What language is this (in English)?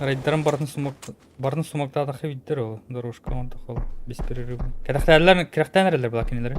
Yakut